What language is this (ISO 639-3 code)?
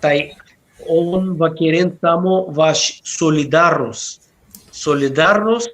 rmn